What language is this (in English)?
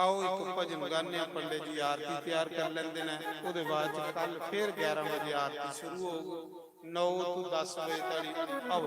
Dogri